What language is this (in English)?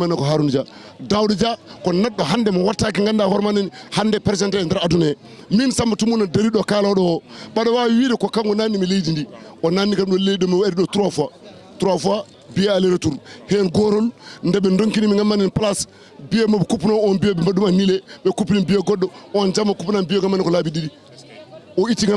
Fula